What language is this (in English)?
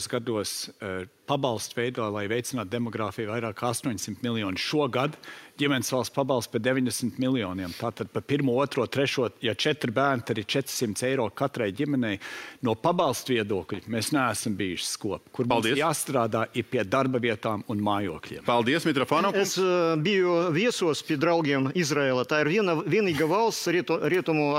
Latvian